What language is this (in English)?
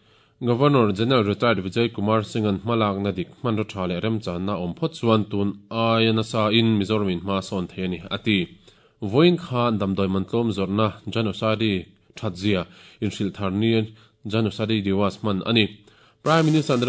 Mizo